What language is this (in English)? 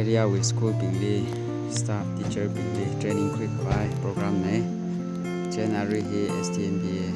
Tangkhul Naga (India)